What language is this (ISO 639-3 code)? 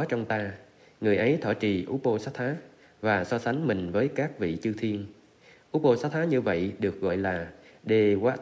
vie